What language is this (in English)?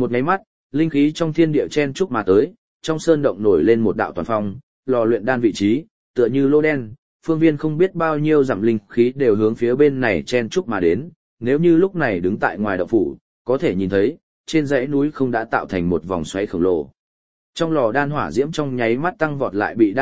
Vietnamese